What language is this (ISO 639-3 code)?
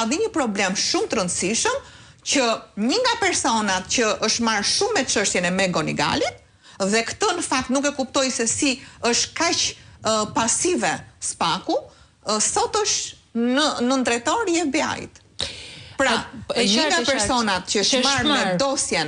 sqi